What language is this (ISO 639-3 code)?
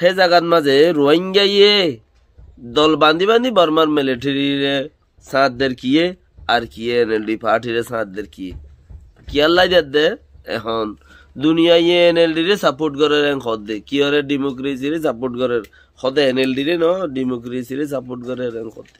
rhg